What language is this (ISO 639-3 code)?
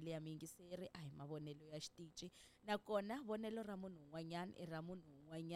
tso